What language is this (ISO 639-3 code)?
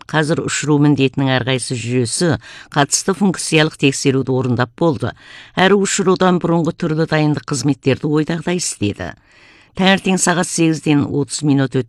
kaz